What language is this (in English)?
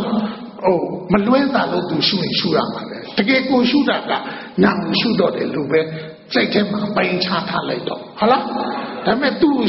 Burmese